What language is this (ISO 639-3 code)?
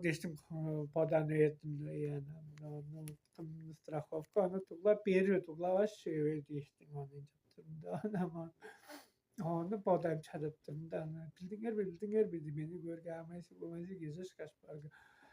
tyv